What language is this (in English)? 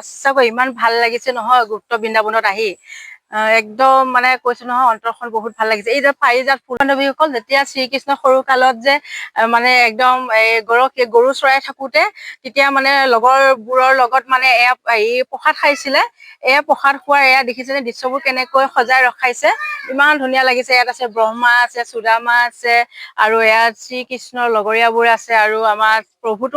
Assamese